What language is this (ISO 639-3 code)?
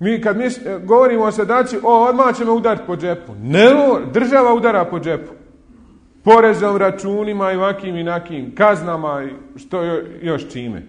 bos